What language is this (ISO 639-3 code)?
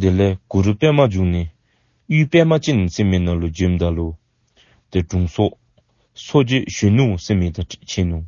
dzo